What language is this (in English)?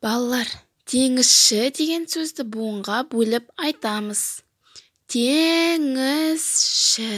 Kazakh